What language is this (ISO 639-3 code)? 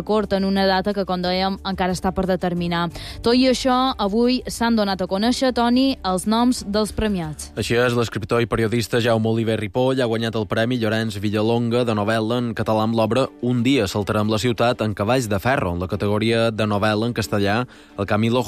cat